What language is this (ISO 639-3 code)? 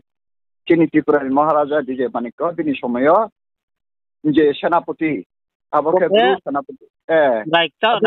ria